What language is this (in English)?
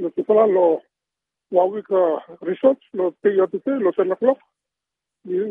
Bislama